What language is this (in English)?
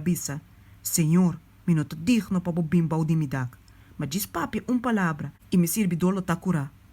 Papiamento